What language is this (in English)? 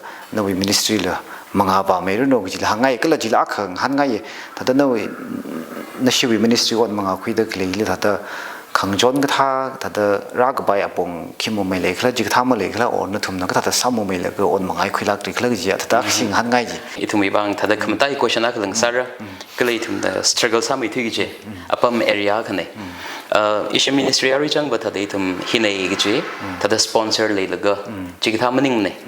Tangkhul Naga (India)